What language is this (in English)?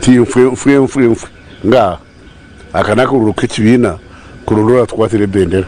Nyankole